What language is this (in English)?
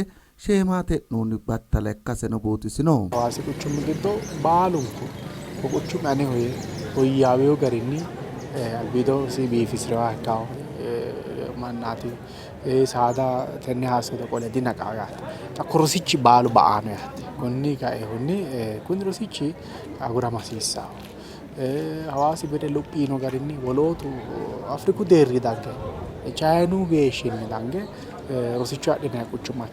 Sidamo